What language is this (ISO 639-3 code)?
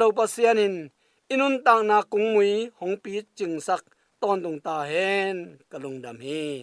ctd